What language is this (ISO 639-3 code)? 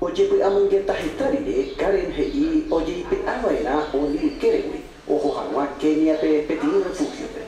grn